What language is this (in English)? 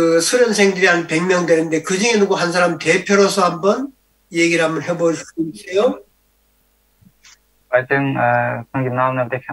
Korean